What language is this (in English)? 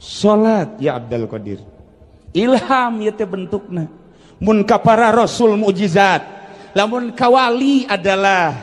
Sundanese